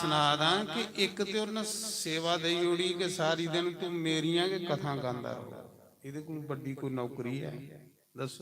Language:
Dogri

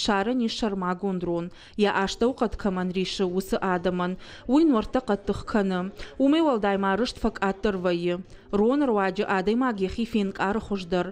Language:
Ossetic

